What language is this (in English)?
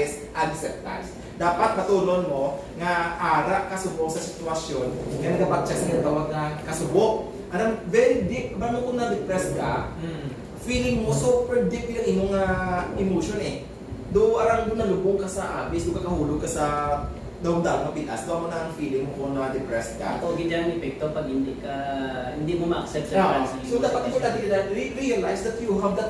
Hiligaynon